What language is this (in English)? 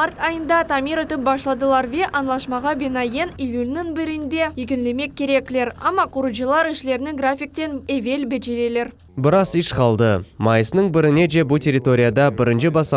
Crimean Tatar